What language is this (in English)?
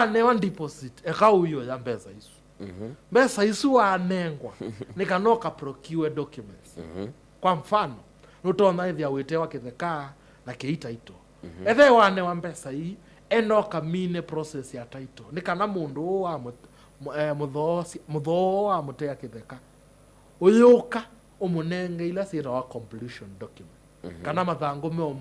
Kamba